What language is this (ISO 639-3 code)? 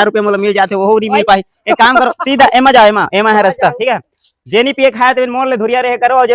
hne